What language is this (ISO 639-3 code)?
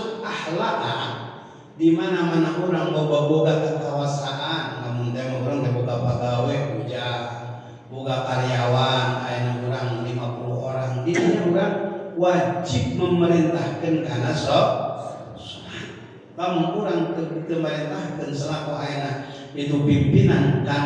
sun